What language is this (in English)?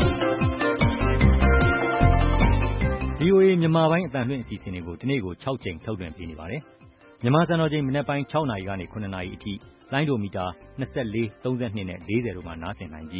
Burmese